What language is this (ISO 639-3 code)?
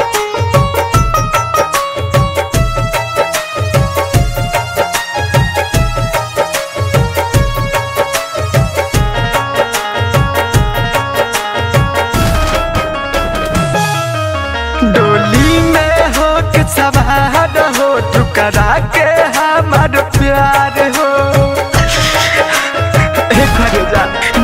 bho